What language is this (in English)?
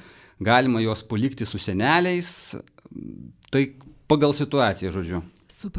Lithuanian